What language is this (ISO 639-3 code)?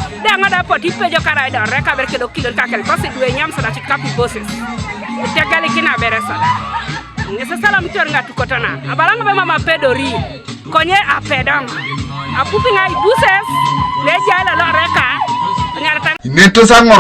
teo